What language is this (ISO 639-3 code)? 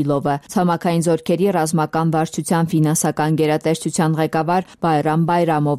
hye